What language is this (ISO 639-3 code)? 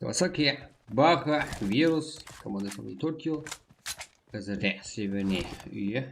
kaa